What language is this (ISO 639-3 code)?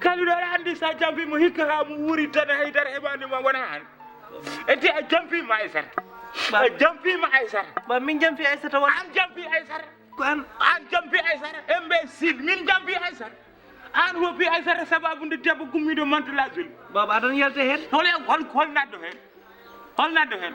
ful